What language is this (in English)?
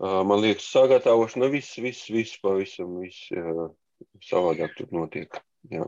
Latvian